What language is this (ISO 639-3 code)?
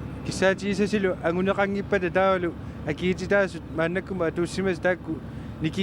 kal